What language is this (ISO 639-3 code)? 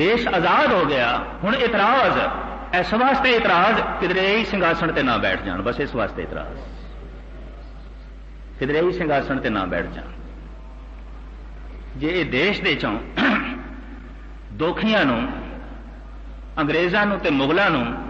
pan